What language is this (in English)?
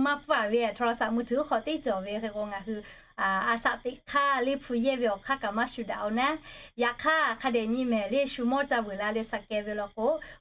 Lahu